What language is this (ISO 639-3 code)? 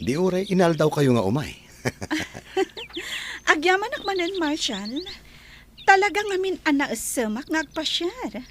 ilo